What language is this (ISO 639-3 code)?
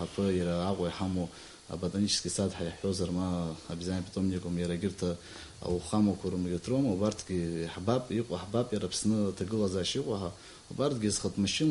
abk